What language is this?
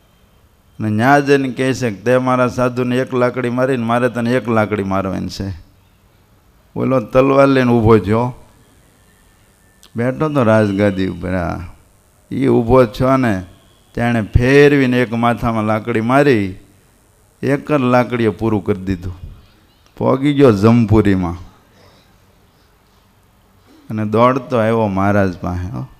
Gujarati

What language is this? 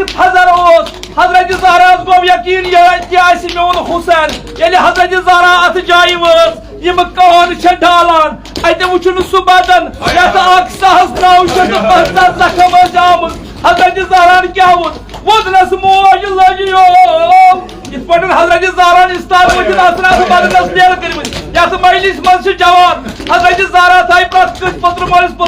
Kashmiri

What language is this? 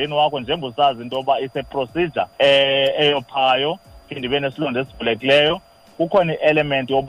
Xhosa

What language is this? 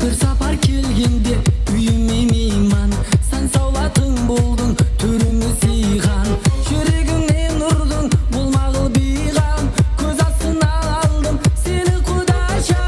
Kara-Kalpak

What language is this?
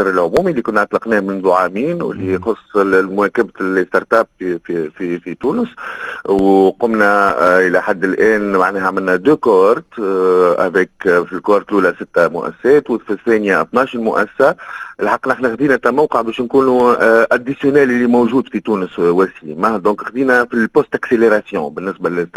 Tunisian Arabic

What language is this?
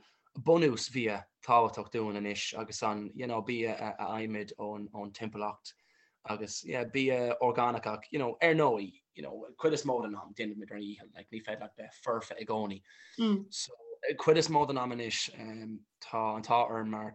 Irish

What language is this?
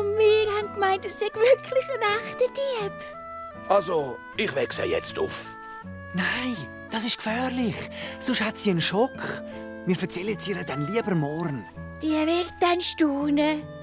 Swiss German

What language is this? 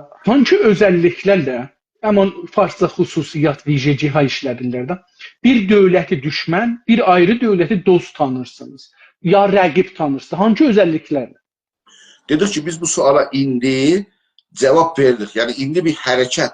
South Azerbaijani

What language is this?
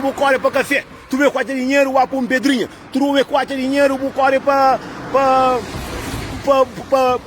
Kabuverdianu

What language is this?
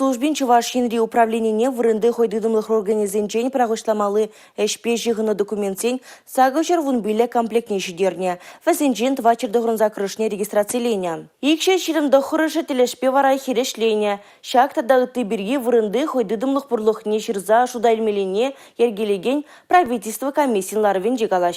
Chuvash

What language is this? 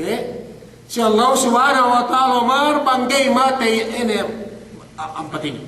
Yakan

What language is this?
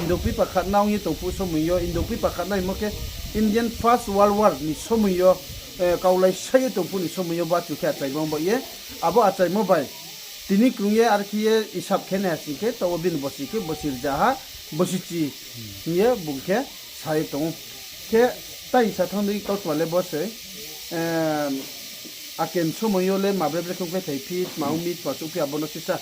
Riang (India)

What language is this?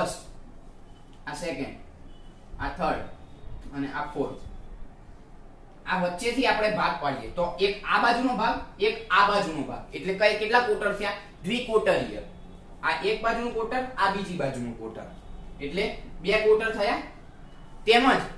Gujarati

